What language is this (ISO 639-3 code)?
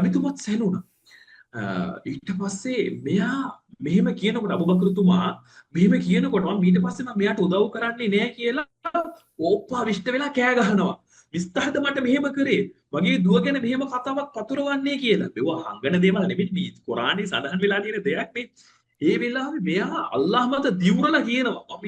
sin